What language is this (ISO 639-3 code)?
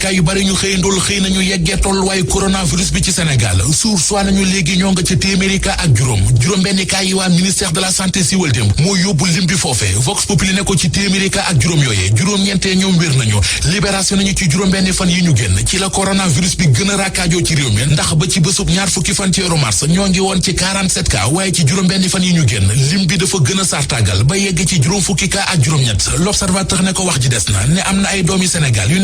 wol